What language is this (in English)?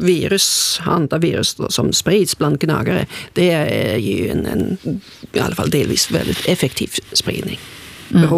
Swedish